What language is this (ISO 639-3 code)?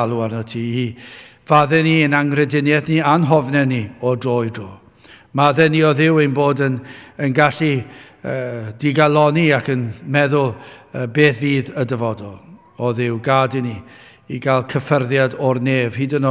cym